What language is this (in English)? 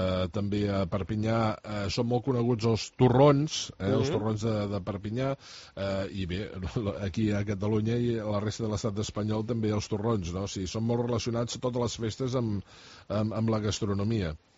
Catalan